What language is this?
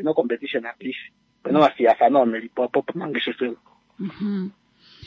Kuanyama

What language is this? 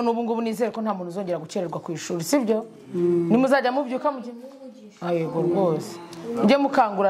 Kinyarwanda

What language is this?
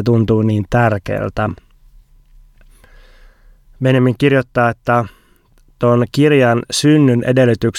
Finnish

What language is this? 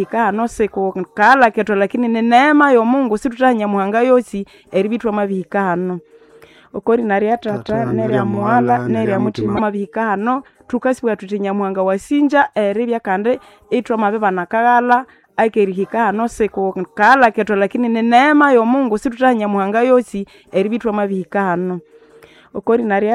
Nande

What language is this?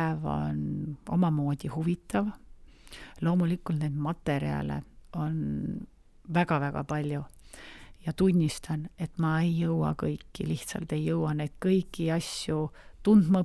Estonian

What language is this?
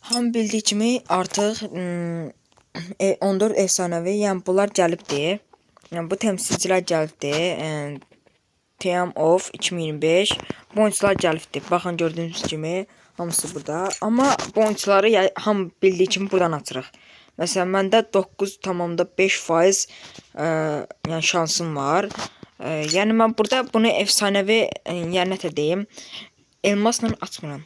Azerbaijani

